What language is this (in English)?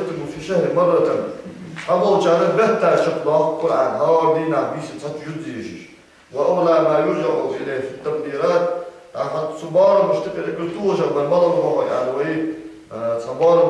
Ingush